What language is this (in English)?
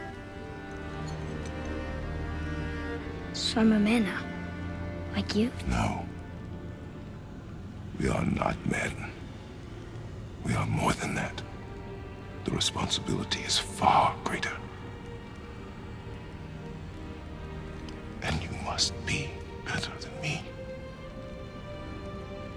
English